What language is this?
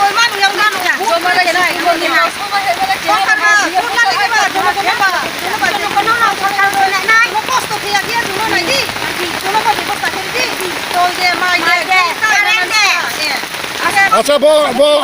Riang (India)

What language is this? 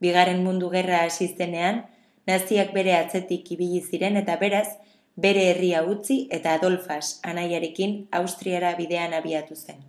Basque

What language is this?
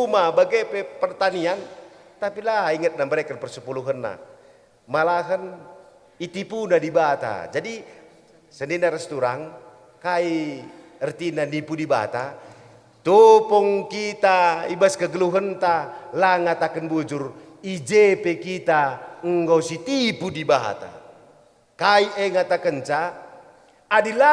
Batak Karo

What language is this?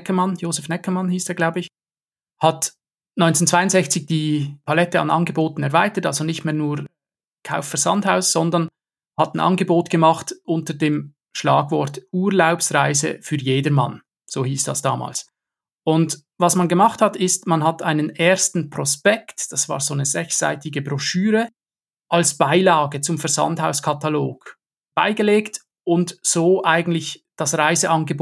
German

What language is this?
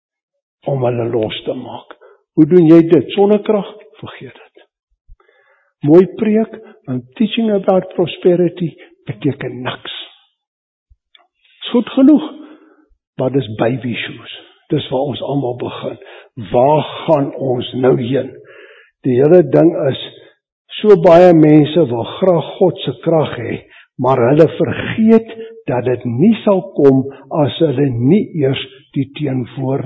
Afrikaans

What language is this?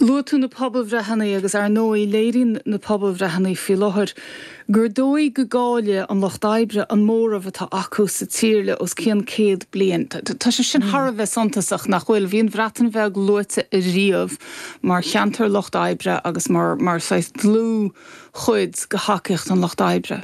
Irish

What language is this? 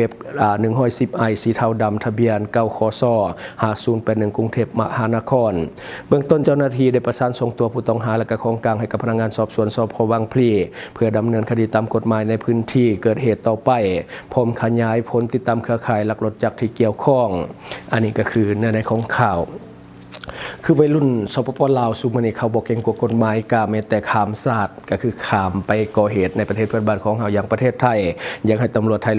Lao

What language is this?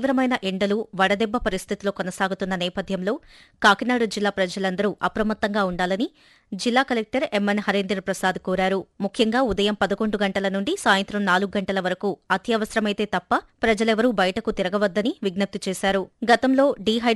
Telugu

